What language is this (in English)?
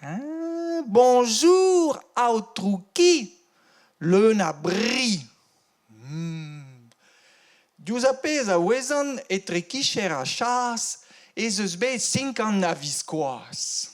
Breton